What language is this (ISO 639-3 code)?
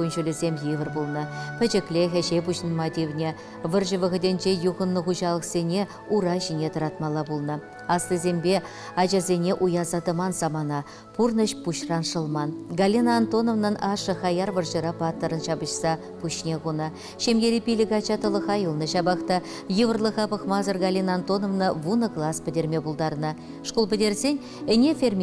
chv